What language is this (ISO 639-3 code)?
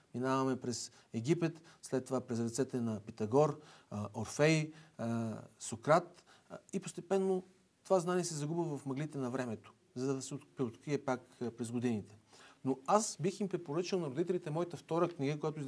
bul